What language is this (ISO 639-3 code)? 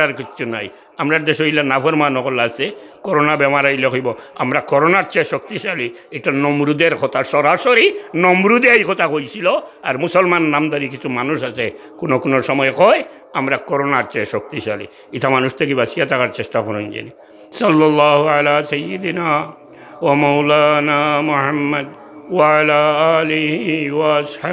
syl